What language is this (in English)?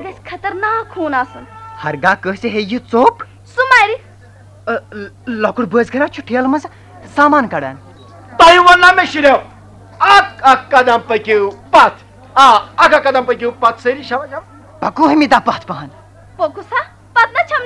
Kashmiri